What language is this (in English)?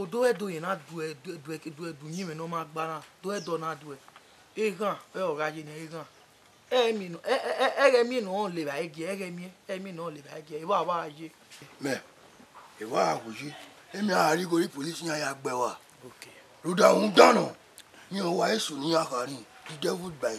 Bini